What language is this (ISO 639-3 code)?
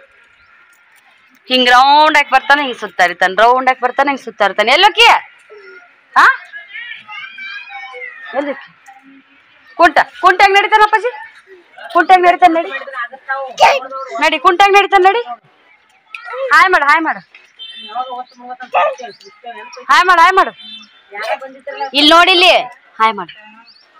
kan